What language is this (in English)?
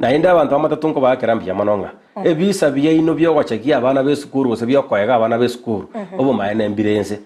Gusii